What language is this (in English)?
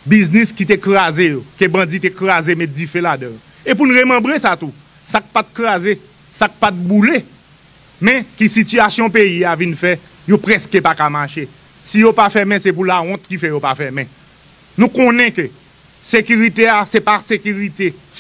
Haitian Creole